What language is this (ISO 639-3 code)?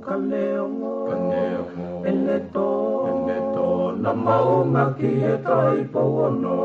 ton